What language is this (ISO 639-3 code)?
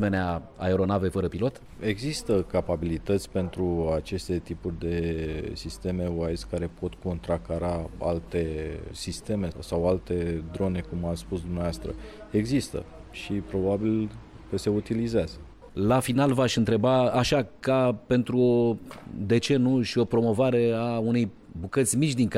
ron